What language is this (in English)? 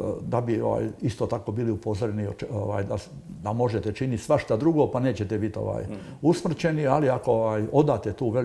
Croatian